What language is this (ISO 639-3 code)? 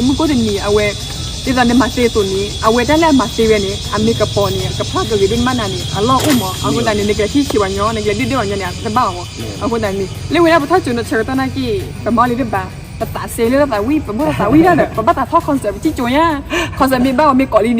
ksw